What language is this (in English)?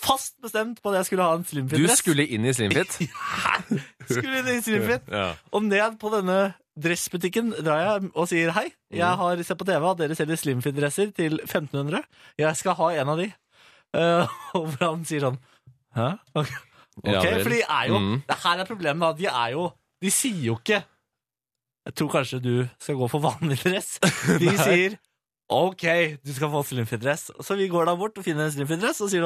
Norwegian